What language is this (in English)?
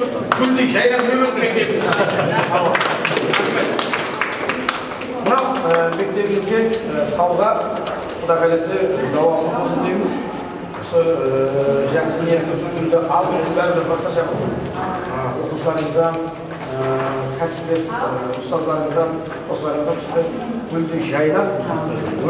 Kazakh